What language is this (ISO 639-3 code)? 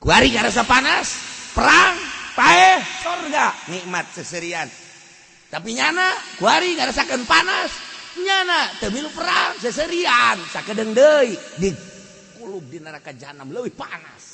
sun